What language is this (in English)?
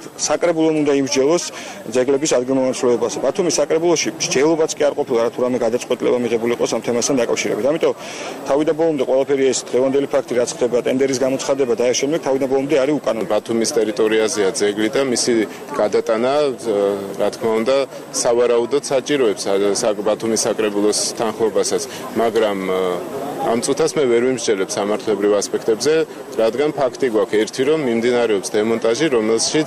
Georgian